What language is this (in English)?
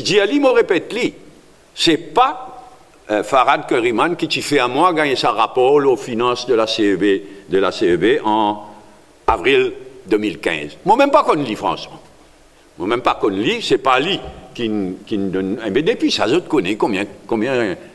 Morisyen